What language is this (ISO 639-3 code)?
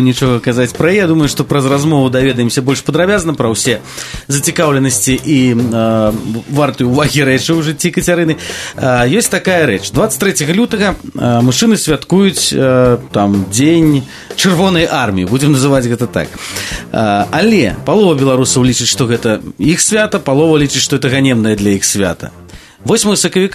bel